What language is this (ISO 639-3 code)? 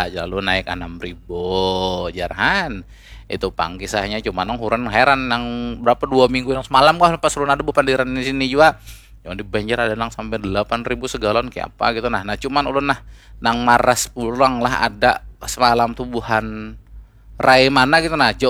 bjn